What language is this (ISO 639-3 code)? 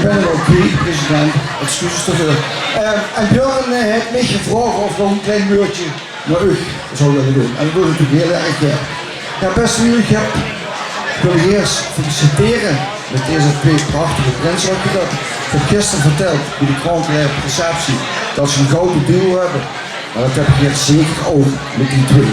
lim